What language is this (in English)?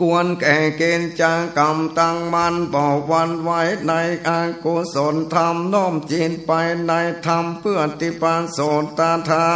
Northern Thai